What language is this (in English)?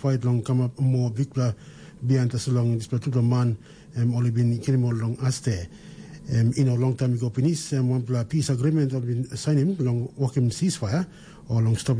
Tok Pisin